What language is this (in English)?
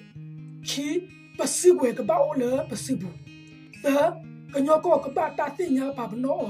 S'gaw Karen